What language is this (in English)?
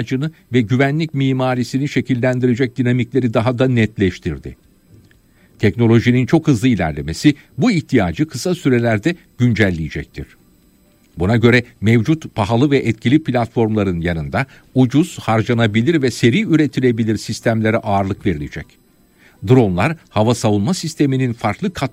Turkish